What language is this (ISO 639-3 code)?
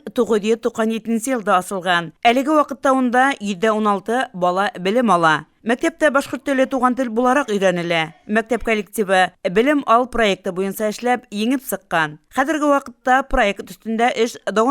bak